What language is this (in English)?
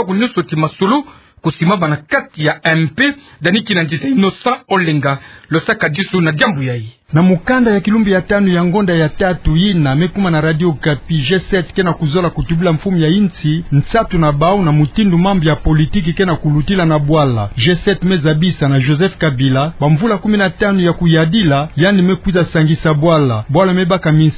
Kituba (Democratic Republic of Congo)